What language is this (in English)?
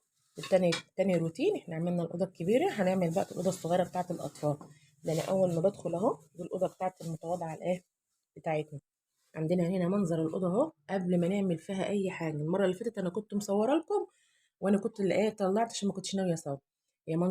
Egyptian Arabic